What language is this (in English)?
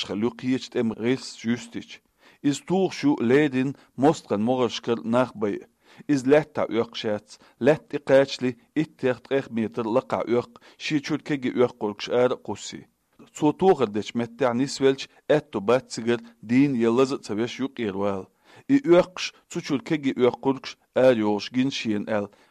Chechen